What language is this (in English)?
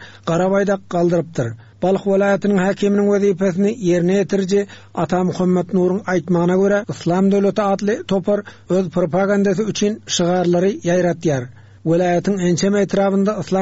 Turkmen